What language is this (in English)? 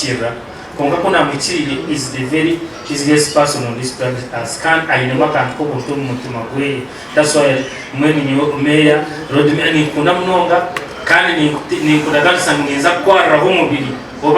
Nyankole